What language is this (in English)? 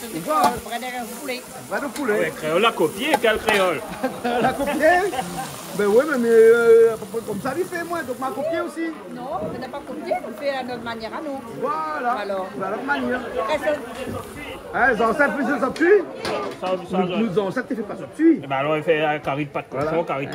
Réunion Creole French